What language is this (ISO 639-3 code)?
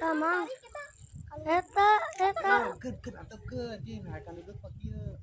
sun